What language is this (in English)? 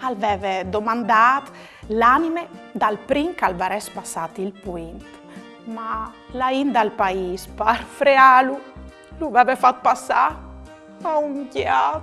Friulian